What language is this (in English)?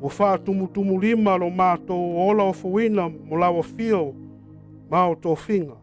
Samoan